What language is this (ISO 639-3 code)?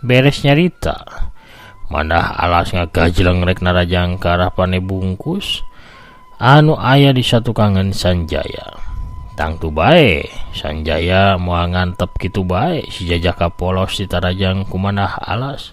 sun